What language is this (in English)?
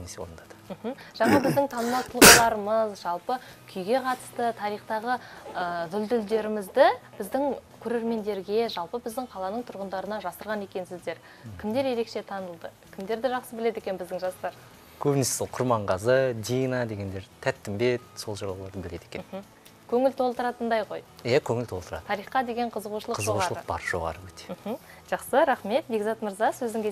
Kazakh